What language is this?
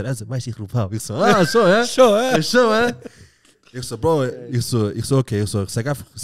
Swiss German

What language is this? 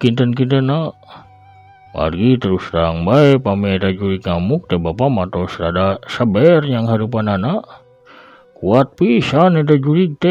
Sundanese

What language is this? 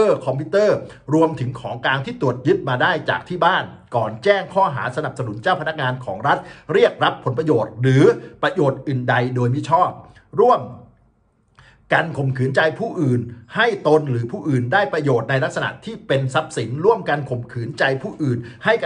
Thai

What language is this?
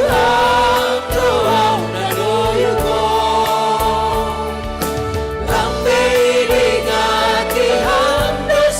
Batak Simalungun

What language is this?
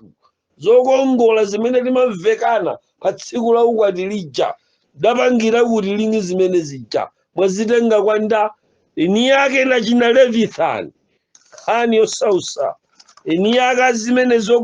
Nyanja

